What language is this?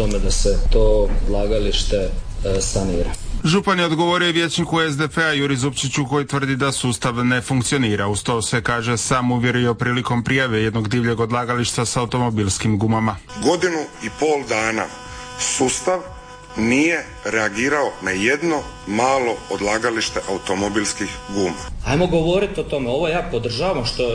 Croatian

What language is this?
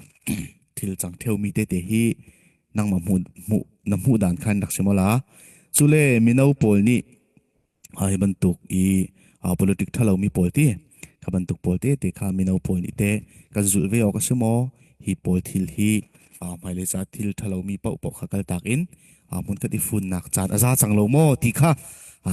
Falam Chin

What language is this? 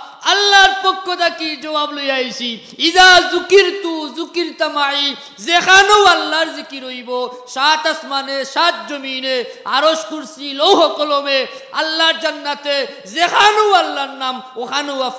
Sylheti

